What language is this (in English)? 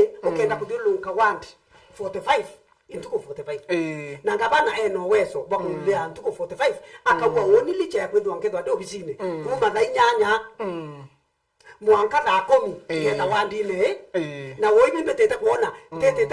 Meru